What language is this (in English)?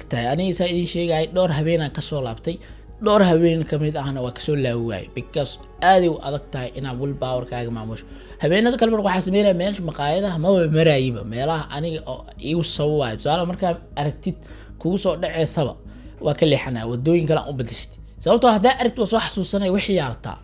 Somali